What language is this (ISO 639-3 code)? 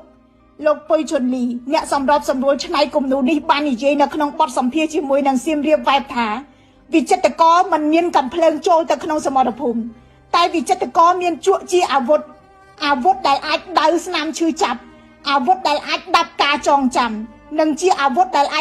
khm